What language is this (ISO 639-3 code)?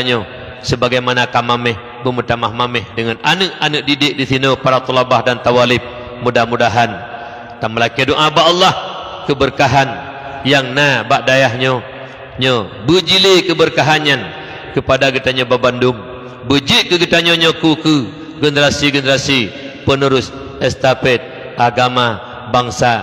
ace